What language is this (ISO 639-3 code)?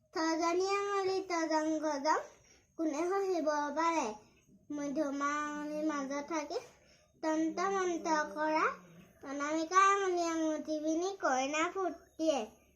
asm